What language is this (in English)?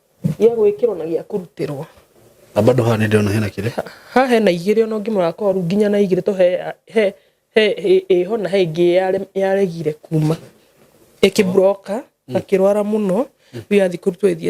Kikuyu